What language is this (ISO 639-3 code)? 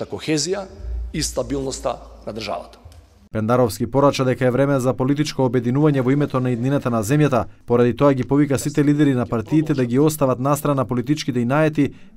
mkd